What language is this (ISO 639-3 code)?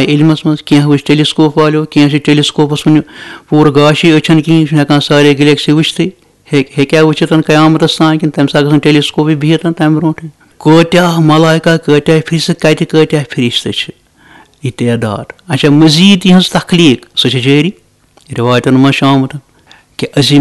kas